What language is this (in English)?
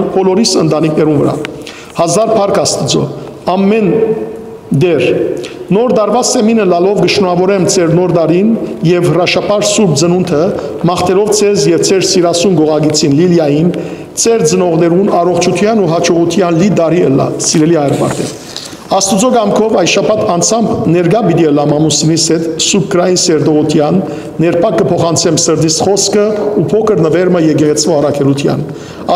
Western Armenian